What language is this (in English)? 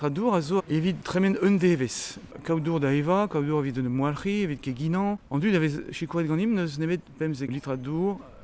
Breton